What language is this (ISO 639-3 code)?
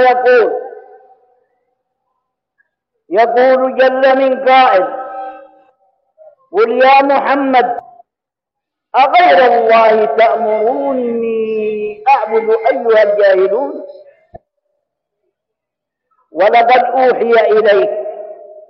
ara